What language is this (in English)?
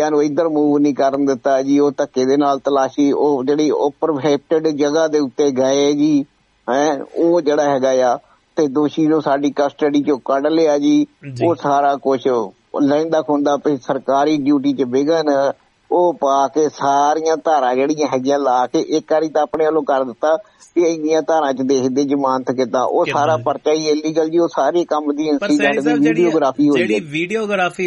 Punjabi